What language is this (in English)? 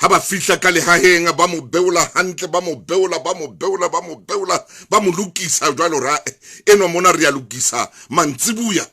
Southern Sotho